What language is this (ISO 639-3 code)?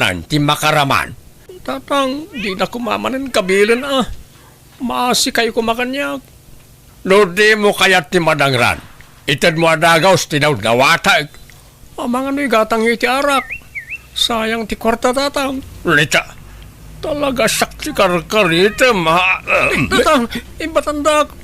ilo